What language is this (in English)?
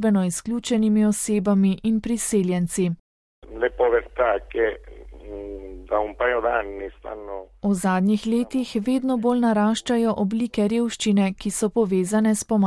Slovenian